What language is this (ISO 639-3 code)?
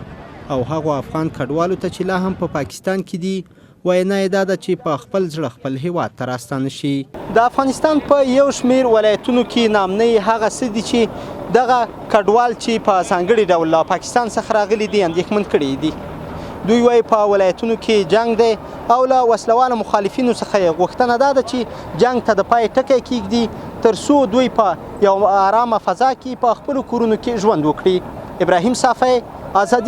pus